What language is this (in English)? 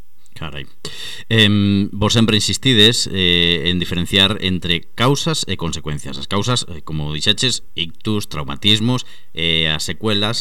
Galician